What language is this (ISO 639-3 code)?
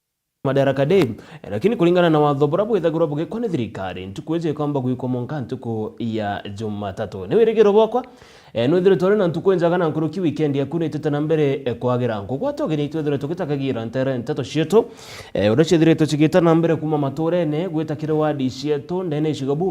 mer